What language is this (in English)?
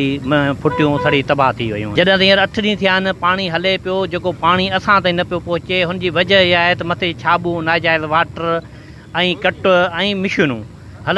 Sindhi